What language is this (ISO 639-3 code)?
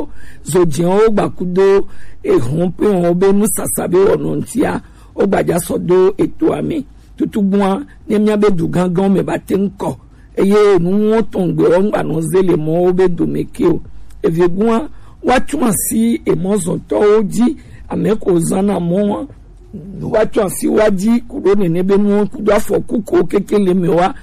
gej